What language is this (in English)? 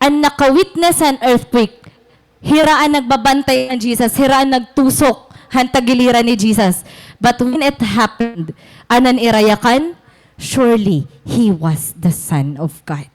Waray